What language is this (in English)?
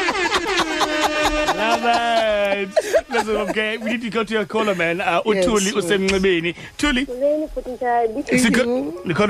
Xhosa